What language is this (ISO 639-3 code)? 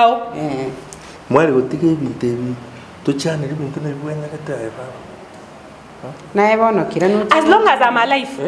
guz